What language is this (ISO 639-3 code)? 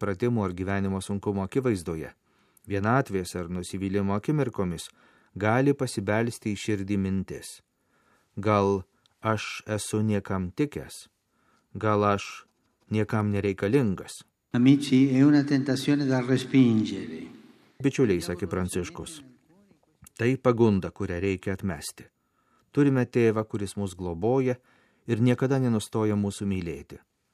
lit